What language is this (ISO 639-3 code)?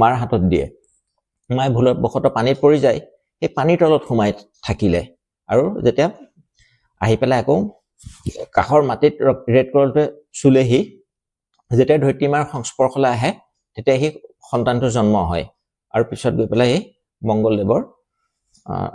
asm